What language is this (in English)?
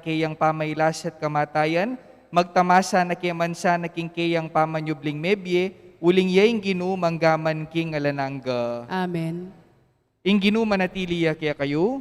Pampanga